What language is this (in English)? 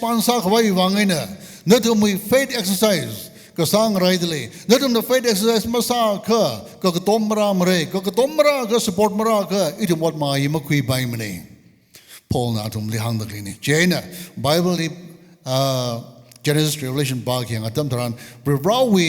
Tangkhul Naga (India)